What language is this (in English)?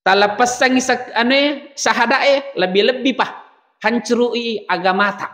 Buginese